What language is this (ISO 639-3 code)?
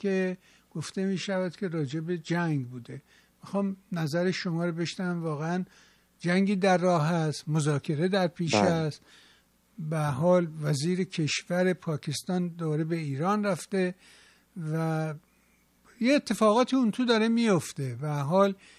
fas